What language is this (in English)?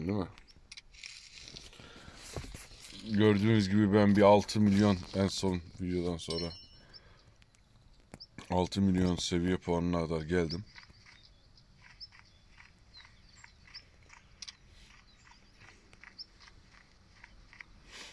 Turkish